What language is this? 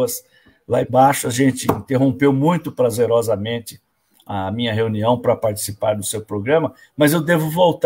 Portuguese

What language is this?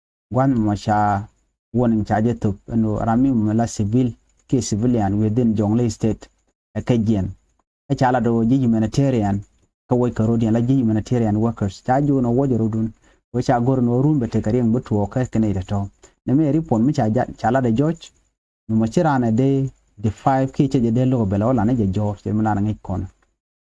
Nuer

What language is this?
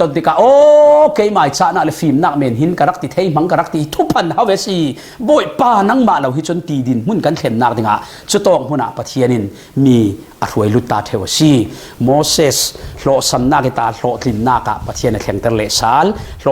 Falam Chin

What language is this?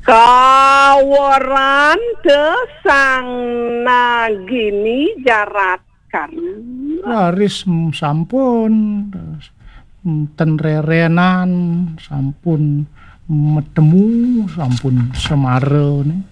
Balinese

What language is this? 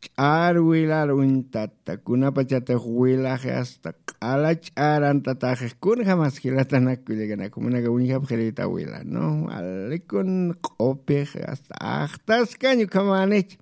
Aymara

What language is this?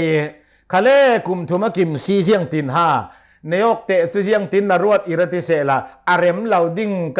Hakha Chin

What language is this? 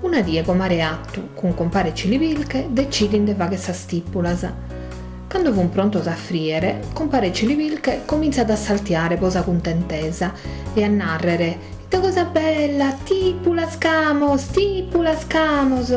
Sardinian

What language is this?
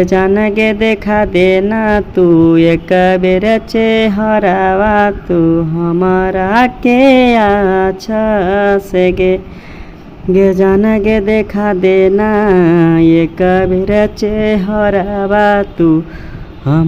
Magahi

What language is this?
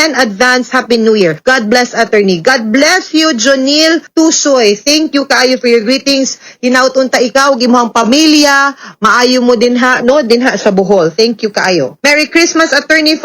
Cebuano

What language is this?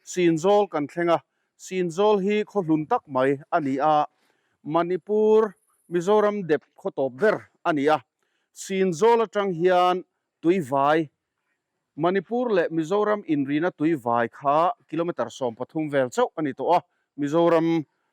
Mizo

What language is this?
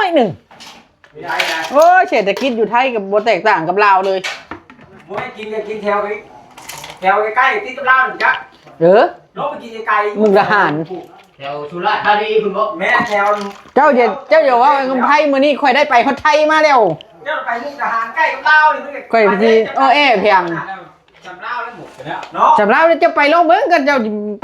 Northeastern Thai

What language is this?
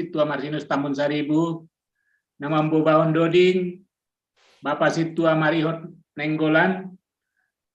Batak Simalungun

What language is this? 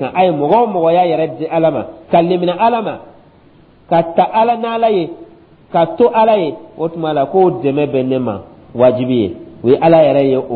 Dyula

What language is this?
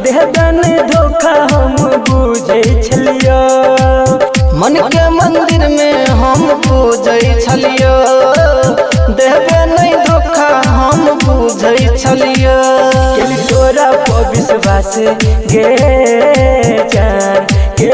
Bhojpuri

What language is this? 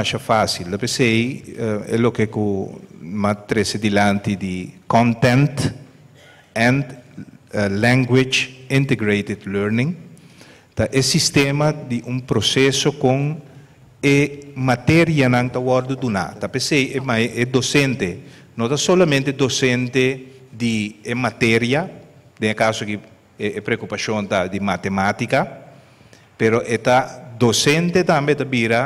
Papiamento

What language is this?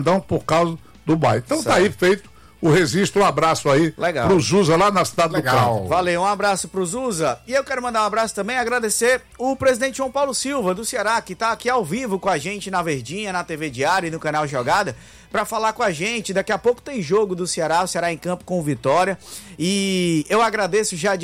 Portuguese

